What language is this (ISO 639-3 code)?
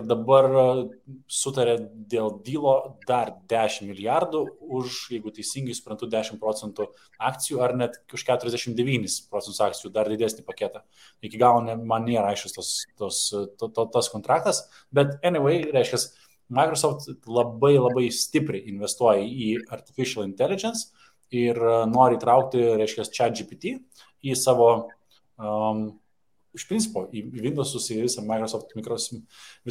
lit